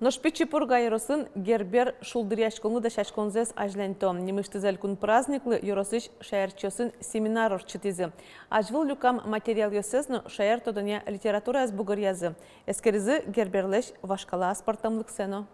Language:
Udmurt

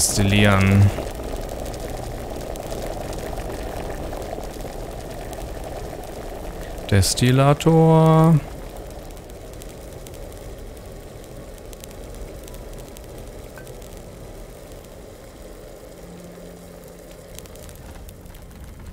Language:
German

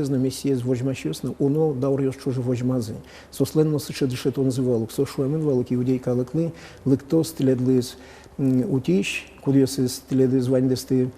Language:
Udmurt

